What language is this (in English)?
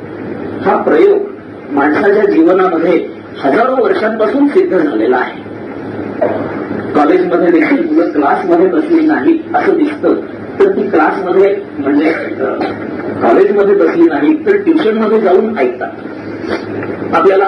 Marathi